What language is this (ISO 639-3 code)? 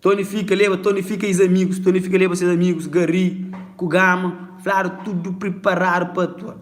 kea